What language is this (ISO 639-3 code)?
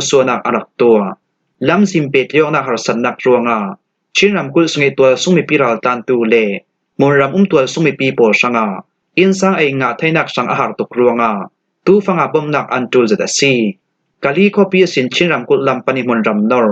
cfm